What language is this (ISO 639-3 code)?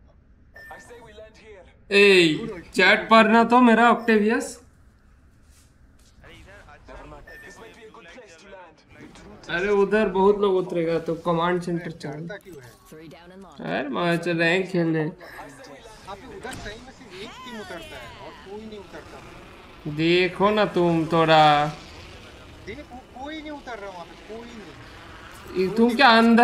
hin